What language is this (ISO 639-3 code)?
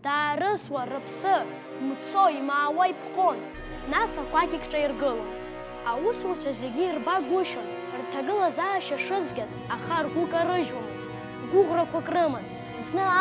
abk